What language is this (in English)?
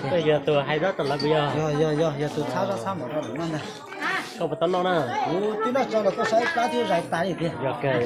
Hmong